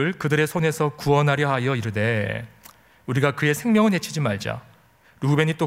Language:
Korean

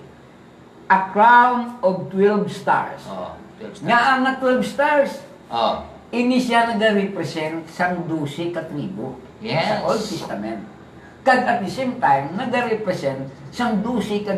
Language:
Hiligaynon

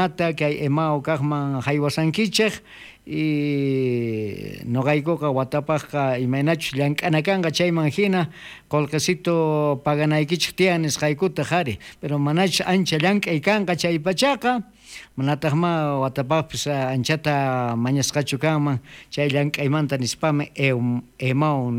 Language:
South Bolivian Quechua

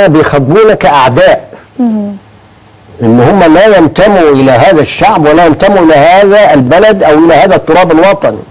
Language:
Egyptian Arabic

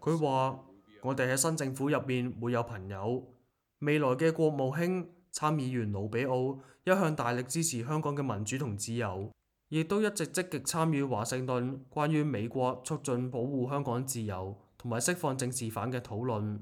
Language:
Cantonese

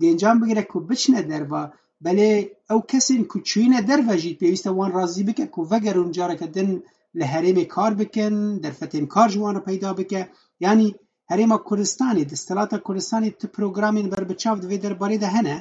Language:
Kurdish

